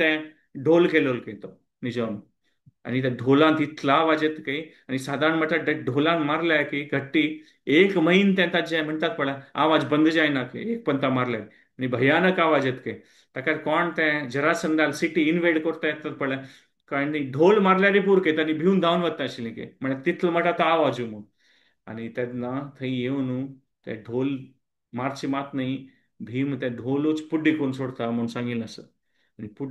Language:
Konkani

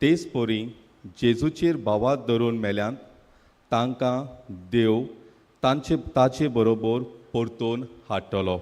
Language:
Konkani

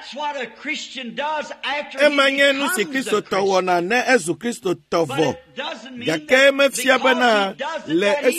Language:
Ewe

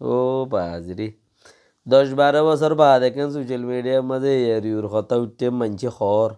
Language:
Rohingya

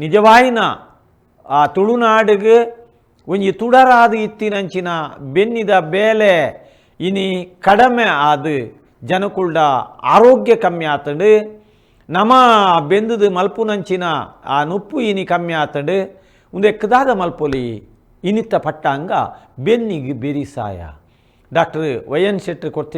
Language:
Tulu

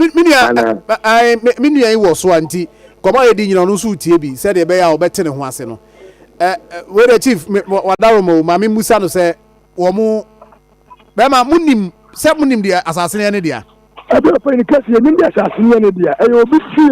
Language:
Akan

